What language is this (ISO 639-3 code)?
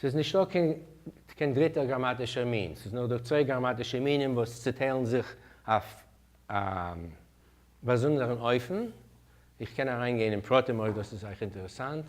yid